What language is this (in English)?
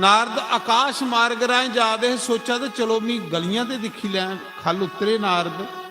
Dogri